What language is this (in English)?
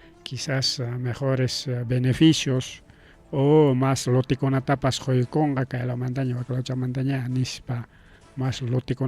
Ayacucho Quechua